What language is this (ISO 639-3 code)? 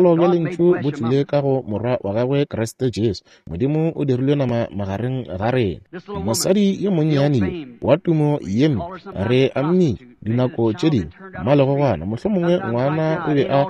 nso